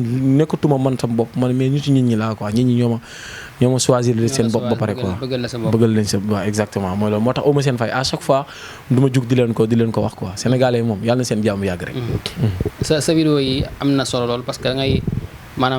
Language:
Wolof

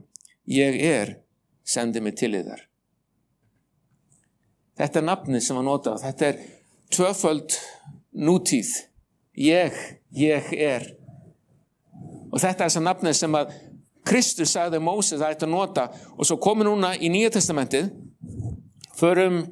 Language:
Icelandic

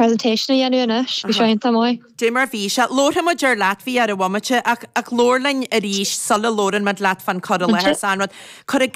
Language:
Irish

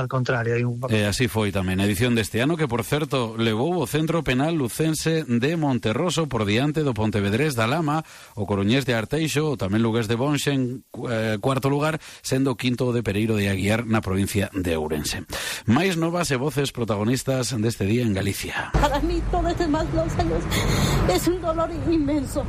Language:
Galician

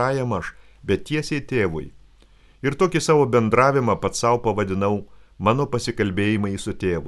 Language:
Lithuanian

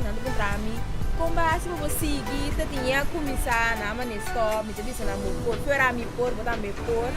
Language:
Papiamento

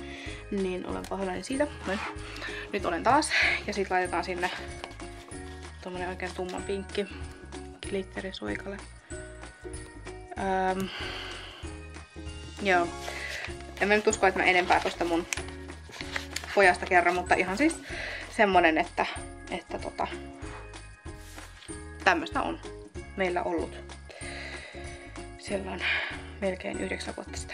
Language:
Finnish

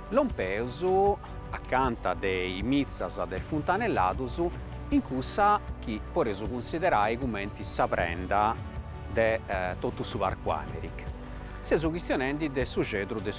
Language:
Sardinian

